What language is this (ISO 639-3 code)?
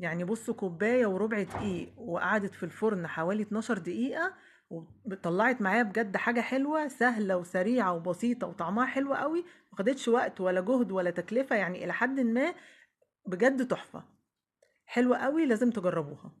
arz